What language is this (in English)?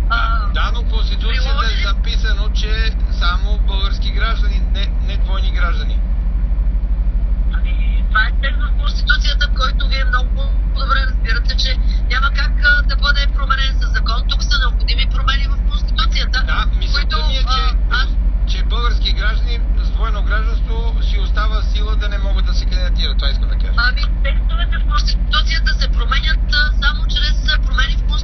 Bulgarian